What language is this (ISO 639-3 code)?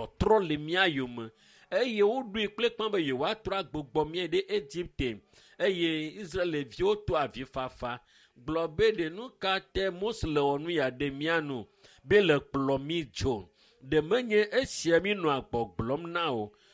ewe